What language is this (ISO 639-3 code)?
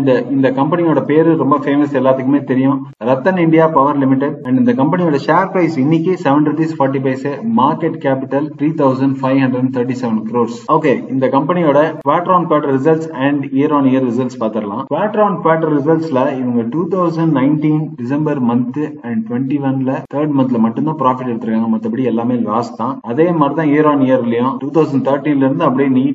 tam